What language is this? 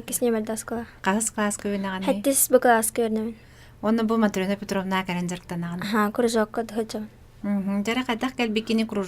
Yakut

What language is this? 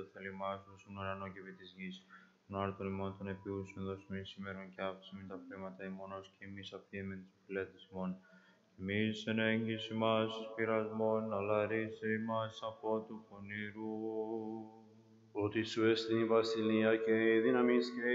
Greek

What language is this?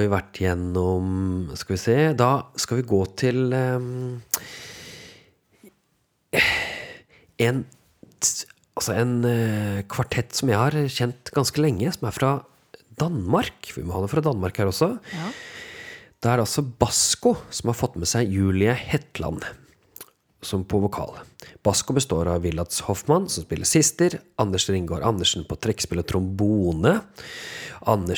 Norwegian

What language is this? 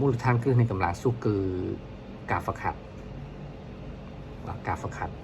Khmer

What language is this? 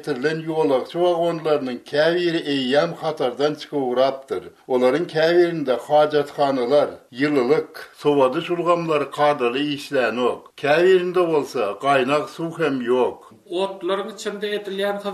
Turkmen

